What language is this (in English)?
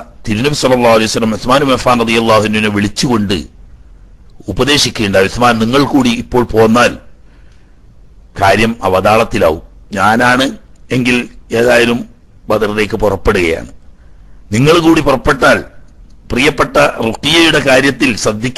Malayalam